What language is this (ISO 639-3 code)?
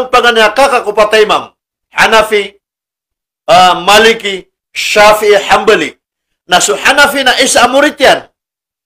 mrw